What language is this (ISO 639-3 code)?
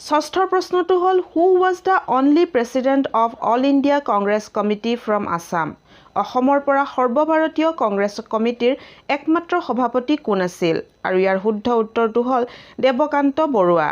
asm